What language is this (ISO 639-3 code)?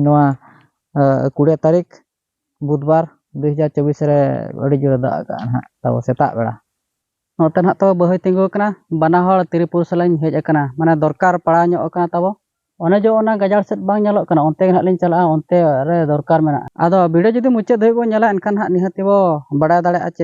sat